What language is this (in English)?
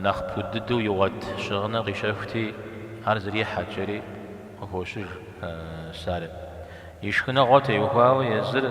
Kabardian